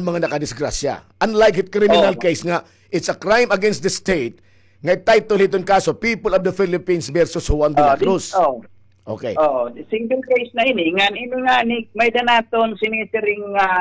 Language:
Waray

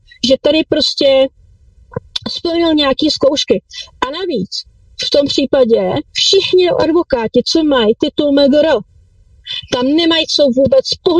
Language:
Czech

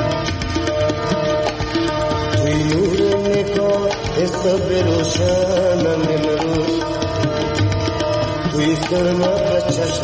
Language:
Persian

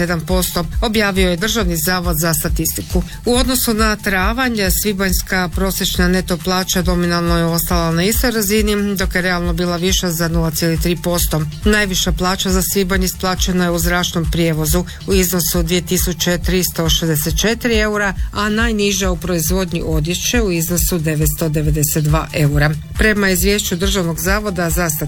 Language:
Croatian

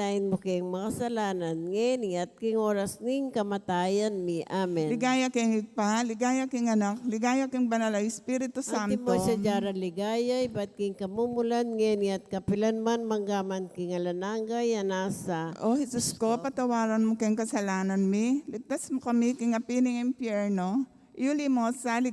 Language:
Pampanga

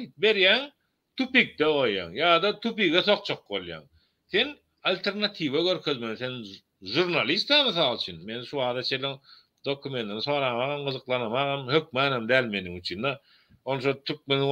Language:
Turkmen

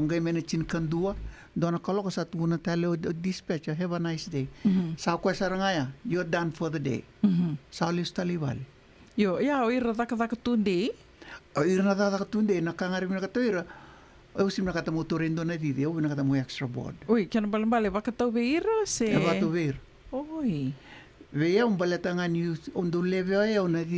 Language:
Fijian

